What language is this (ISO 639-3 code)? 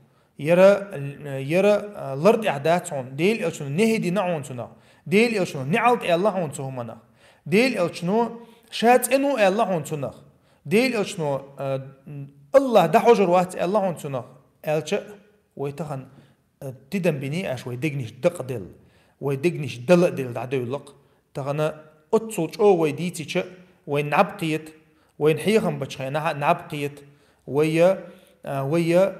che